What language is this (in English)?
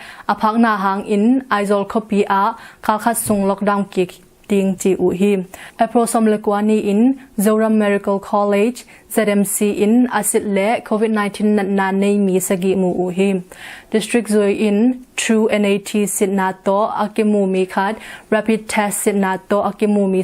Tedim Chin